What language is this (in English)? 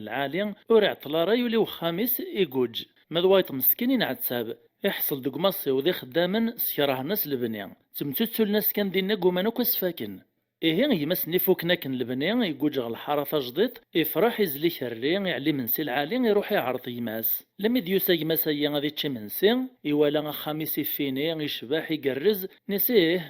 Kabyle